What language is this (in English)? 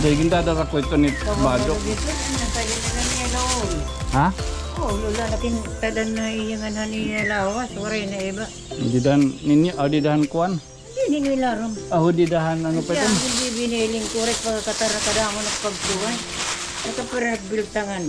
Waray